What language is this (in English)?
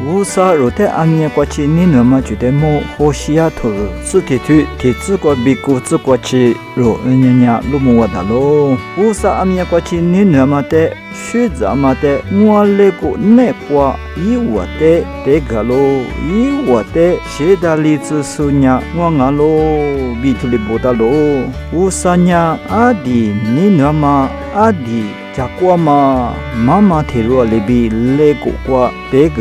Lisu